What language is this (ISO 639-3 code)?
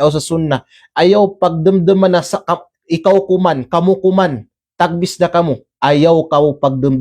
kqe